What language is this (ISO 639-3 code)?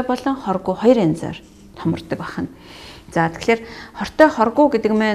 mon